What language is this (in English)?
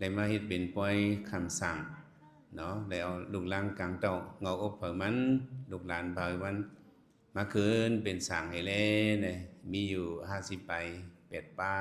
Shan